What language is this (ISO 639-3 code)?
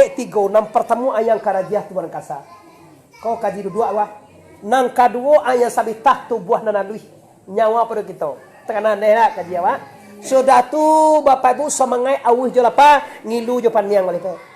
min